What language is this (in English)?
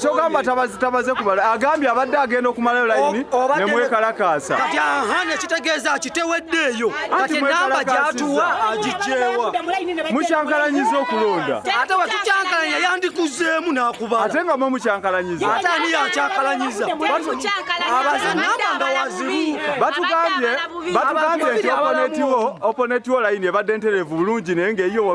Ganda